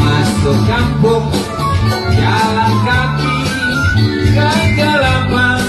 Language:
Minangkabau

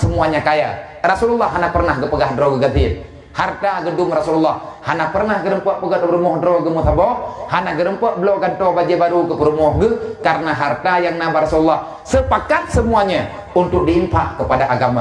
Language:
Achinese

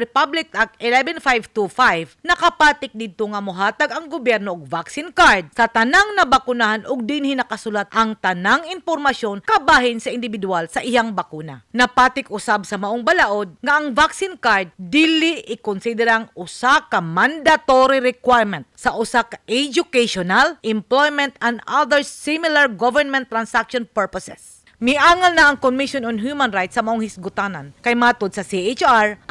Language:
Cebuano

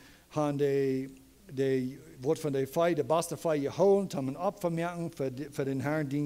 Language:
Plautdietsch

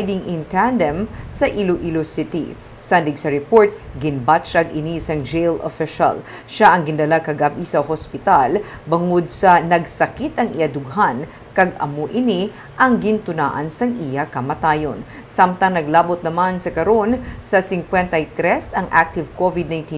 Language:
Hiligaynon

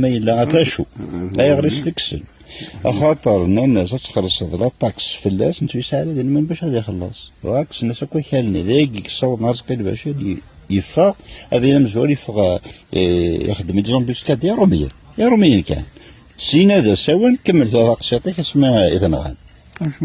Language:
Kabyle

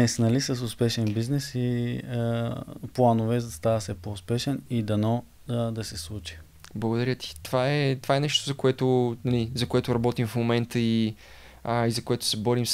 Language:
Bulgarian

